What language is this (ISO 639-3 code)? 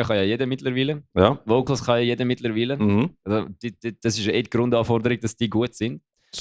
gsw